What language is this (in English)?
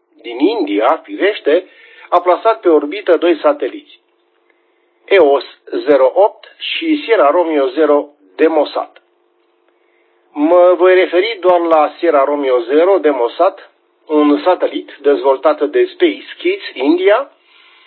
Romanian